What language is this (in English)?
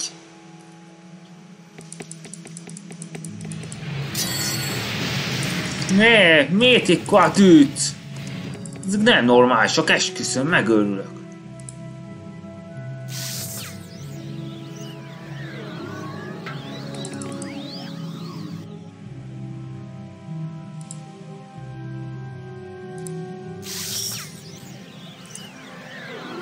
Hungarian